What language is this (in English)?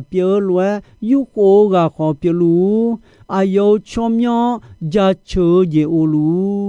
Akha